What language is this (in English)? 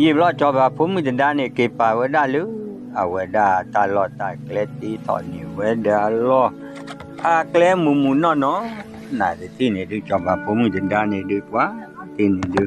S'gaw Karen